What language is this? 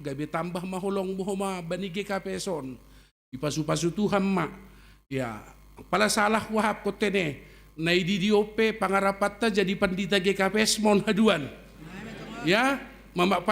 Batak Simalungun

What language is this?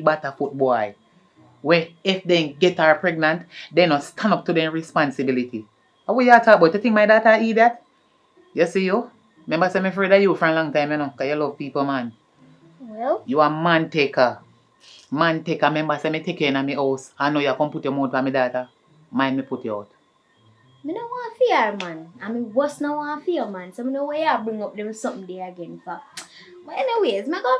Jamaican Creole English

